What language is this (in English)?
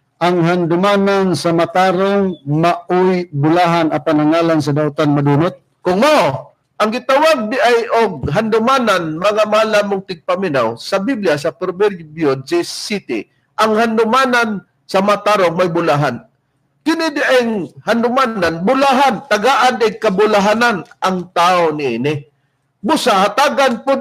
Cebuano